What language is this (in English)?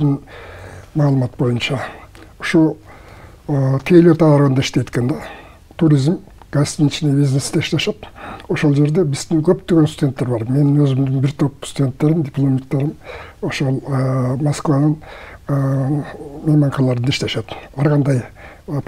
Kyrgyz